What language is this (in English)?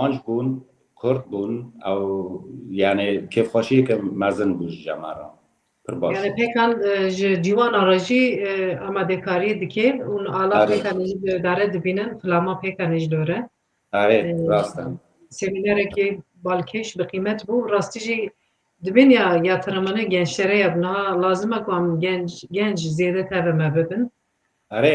Kurdish